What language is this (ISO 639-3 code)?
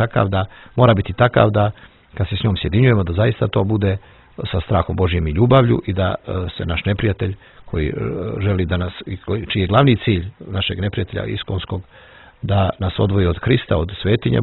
srp